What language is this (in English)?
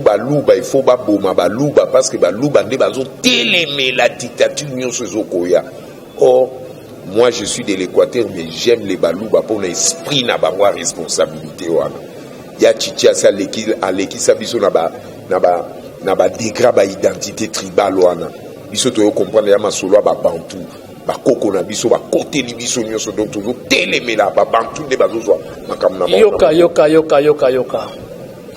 Lingala